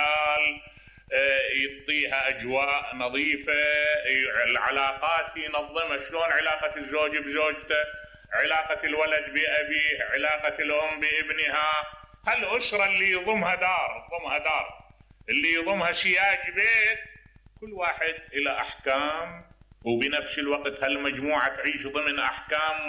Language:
Mesopotamian Arabic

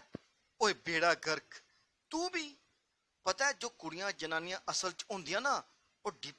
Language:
Dogri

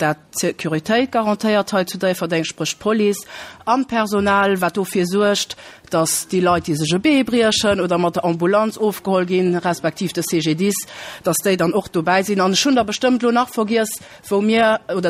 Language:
Luxembourgish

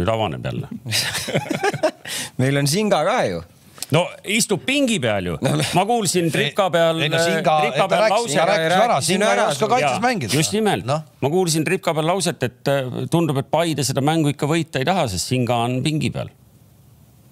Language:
Estonian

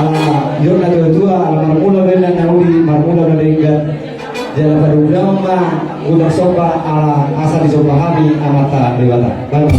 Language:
Batak Toba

